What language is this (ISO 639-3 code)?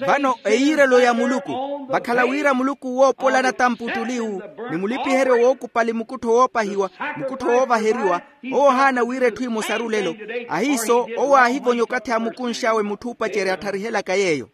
vmw